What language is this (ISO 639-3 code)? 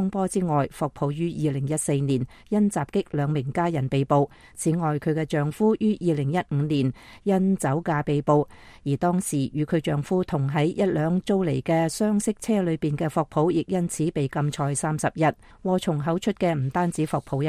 yue